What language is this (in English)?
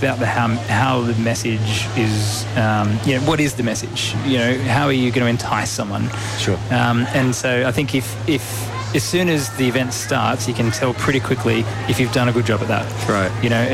English